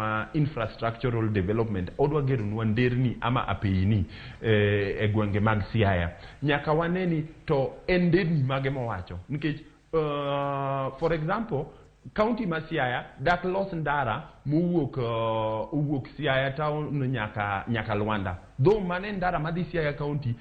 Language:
Luo (Kenya and Tanzania)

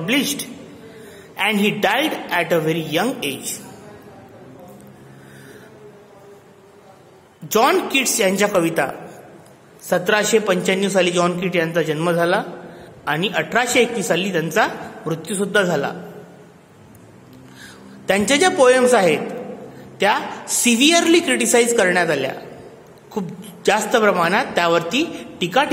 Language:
Marathi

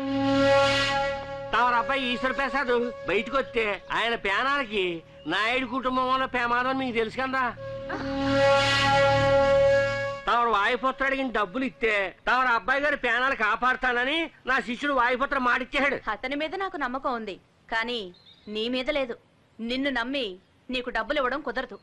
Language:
Telugu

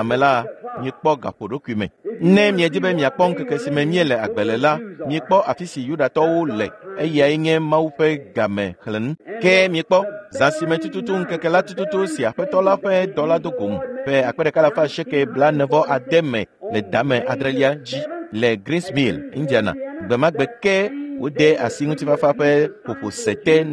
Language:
Ewe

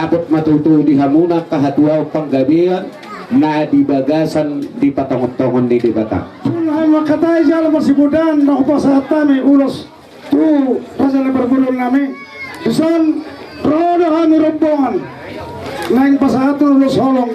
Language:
Batak Toba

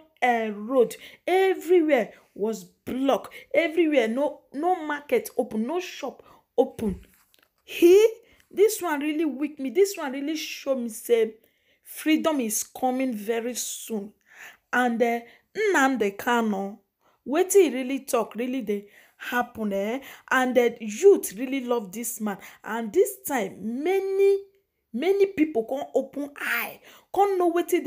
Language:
Nigerian Pidgin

